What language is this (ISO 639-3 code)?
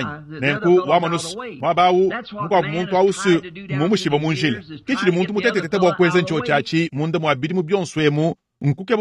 lua